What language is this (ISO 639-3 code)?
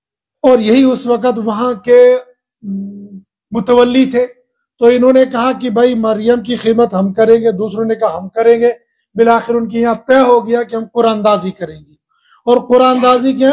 urd